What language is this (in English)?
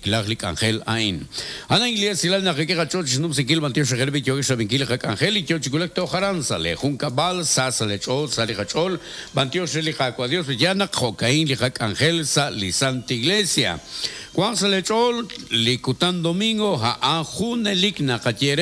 Kekchí